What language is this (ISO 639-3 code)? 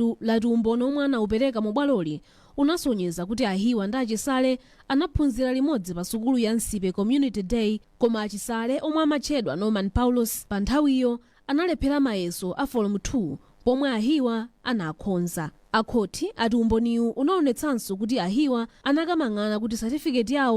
nya